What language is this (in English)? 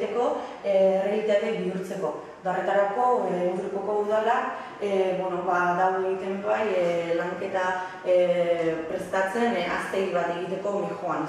Basque